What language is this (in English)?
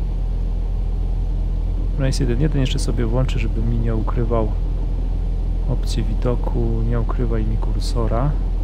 Polish